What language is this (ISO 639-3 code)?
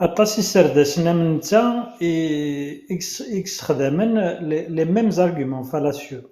kab